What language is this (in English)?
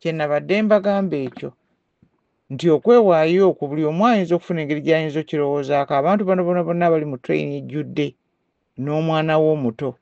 Ganda